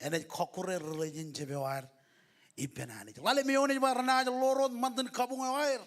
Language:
Marshallese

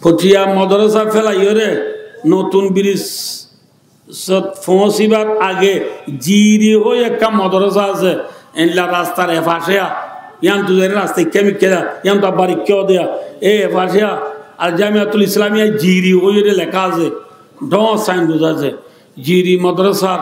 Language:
Rohingya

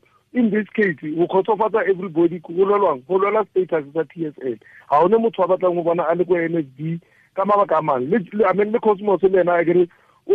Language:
Tswana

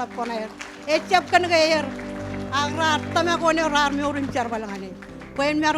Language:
Marshallese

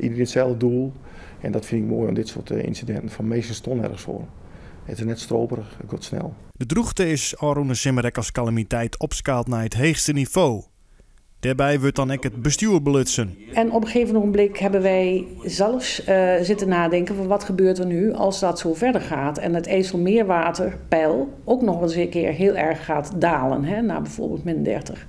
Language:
Western Frisian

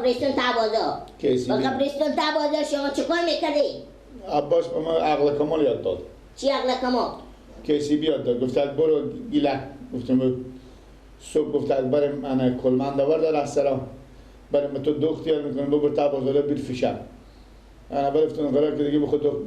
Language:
Persian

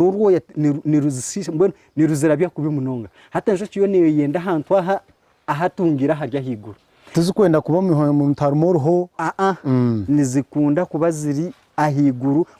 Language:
Nyankole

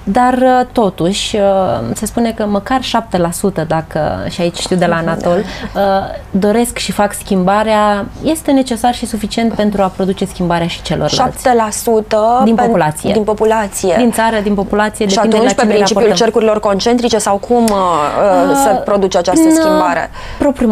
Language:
Romanian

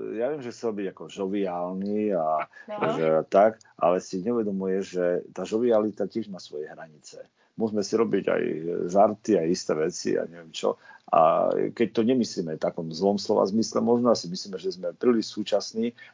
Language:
Slovak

